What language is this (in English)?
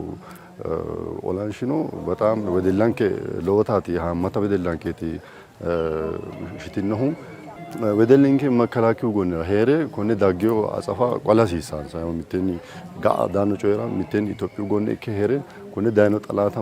Sidamo